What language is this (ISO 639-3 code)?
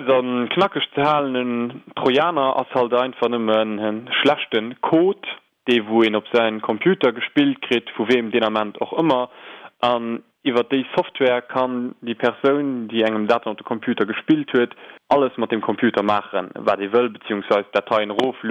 ltz